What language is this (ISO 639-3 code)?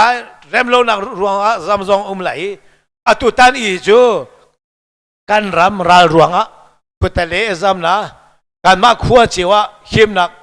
cnh